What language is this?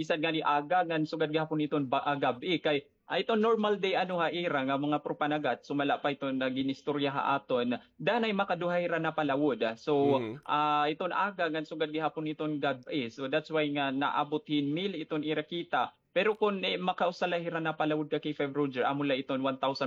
Waray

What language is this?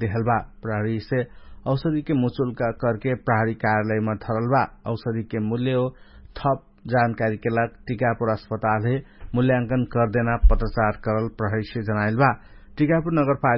Dangaura Tharu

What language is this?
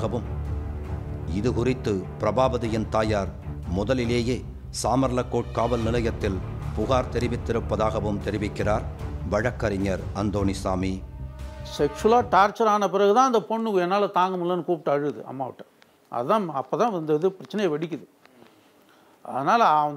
Tamil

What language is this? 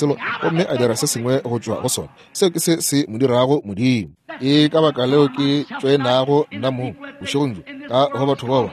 Northern Sotho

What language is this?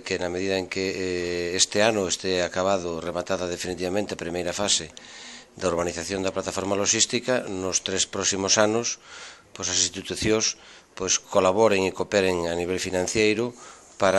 Galician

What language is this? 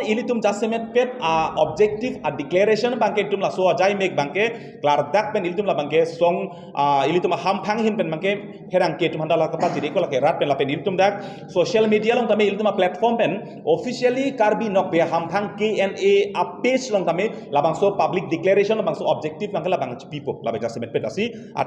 Karbi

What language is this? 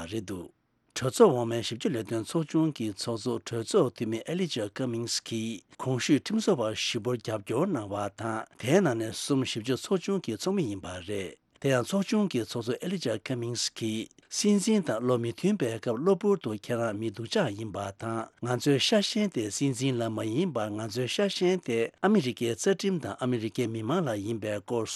Tibetan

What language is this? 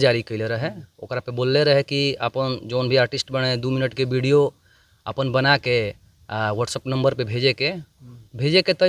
Bhojpuri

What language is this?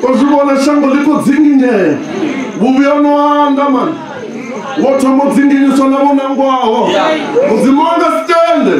Venda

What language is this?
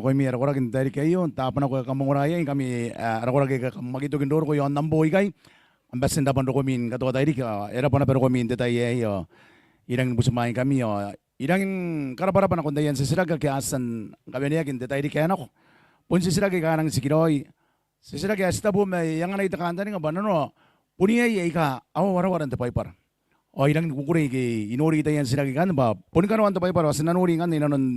Gilbertese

